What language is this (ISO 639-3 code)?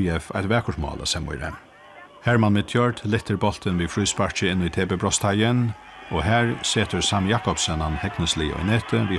fao